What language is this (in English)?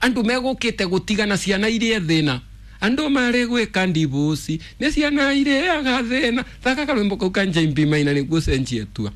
Kikuyu